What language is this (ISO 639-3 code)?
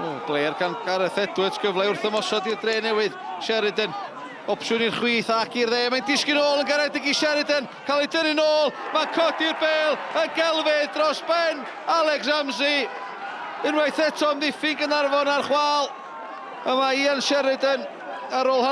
cym